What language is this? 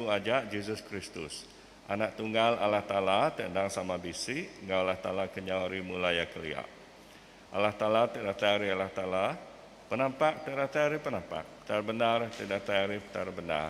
Iban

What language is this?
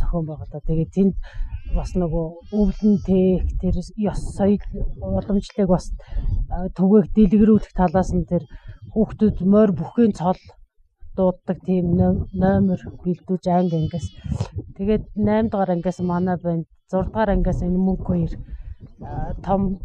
Mongolian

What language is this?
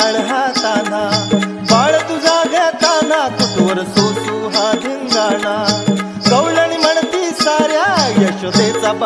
Marathi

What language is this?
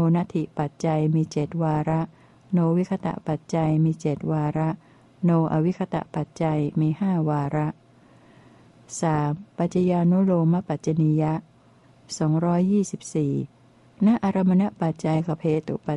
Thai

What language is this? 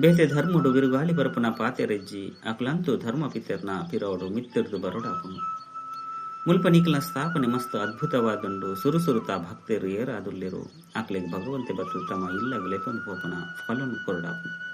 Tulu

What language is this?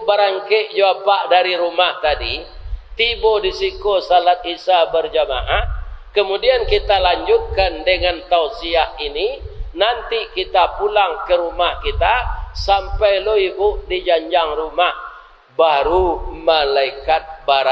Minangkabau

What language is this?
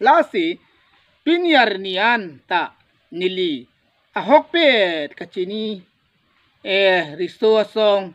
Karbi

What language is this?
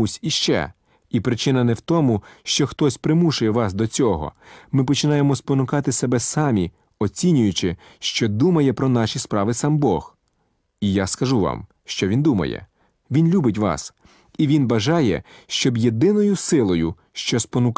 Ukrainian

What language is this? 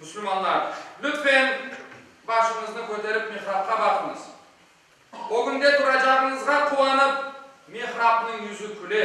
Crimean Tatar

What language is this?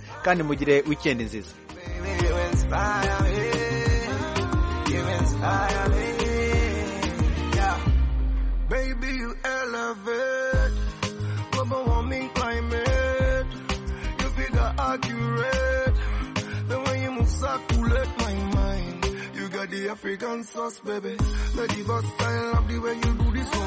Kinyarwanda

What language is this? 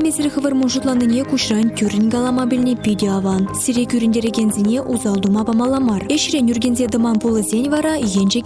Chuvash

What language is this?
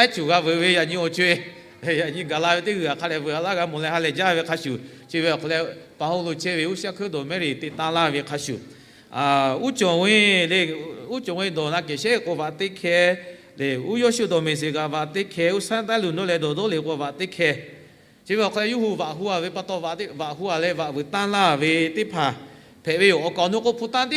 Lahu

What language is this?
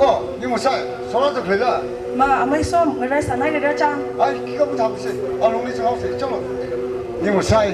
Tangkhul Naga (India)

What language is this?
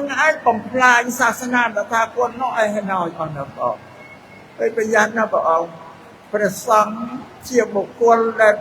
Khmer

